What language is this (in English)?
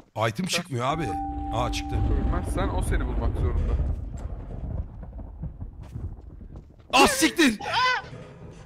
Turkish